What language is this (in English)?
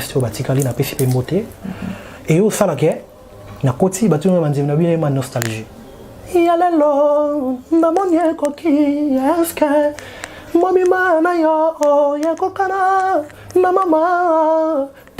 Lingala